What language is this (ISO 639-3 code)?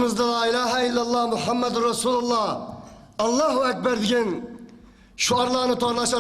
uig